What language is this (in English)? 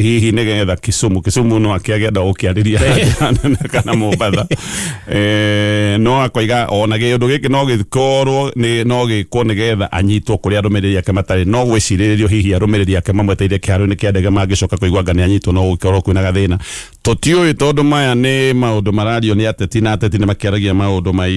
Kikuyu